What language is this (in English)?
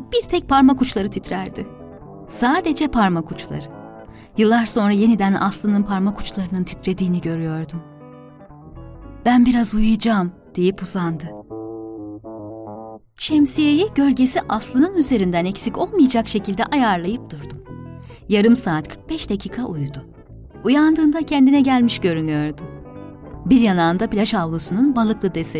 Turkish